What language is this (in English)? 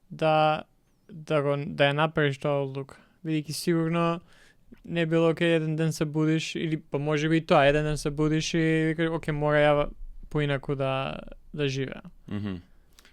Macedonian